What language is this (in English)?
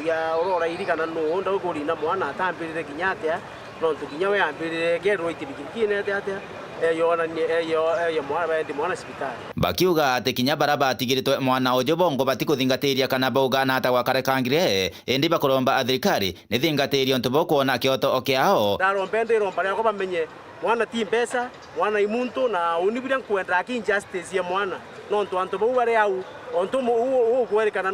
Meru